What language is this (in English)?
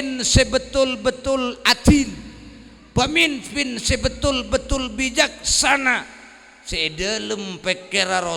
Madurese